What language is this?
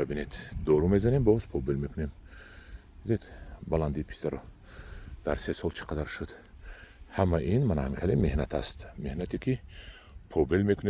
Tajik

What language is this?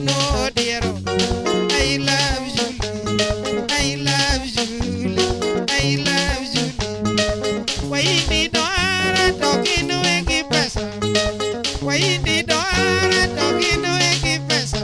Luo (Kenya and Tanzania)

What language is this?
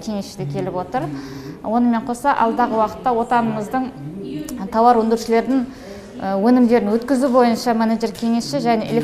Kazakh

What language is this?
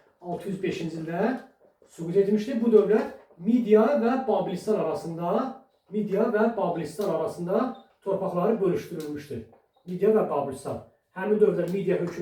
Azerbaijani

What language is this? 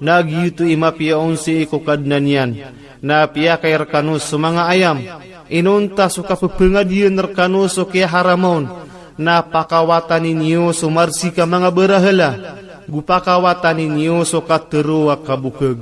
Maranao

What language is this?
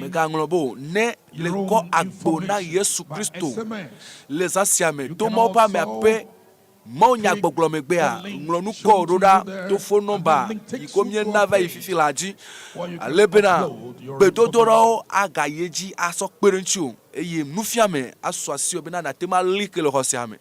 Ewe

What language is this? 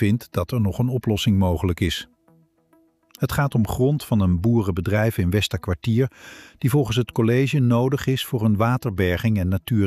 Dutch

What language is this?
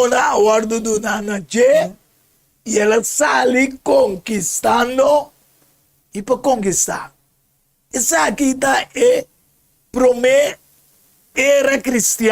Papiamento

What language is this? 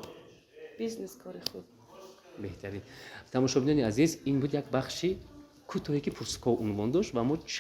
Tajik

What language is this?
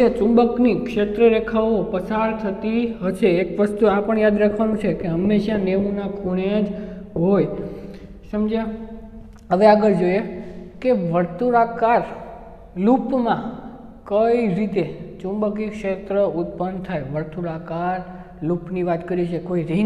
Gujarati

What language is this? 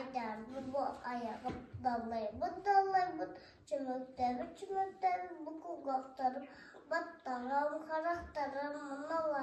Yakut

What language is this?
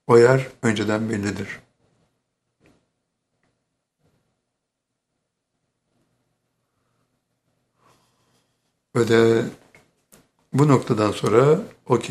Turkish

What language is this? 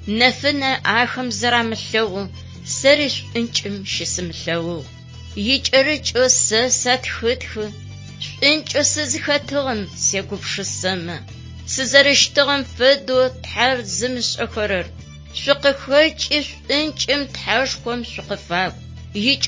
Adyghe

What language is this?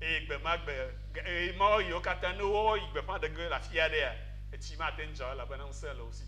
Ewe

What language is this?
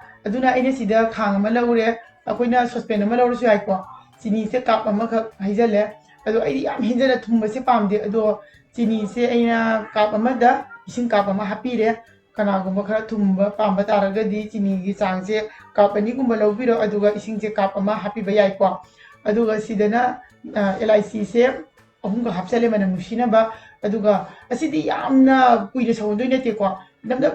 Manipuri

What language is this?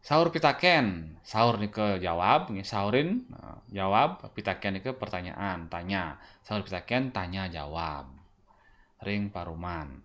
Balinese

